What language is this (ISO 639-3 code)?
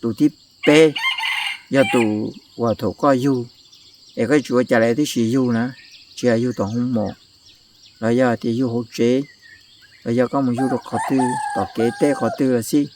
hmn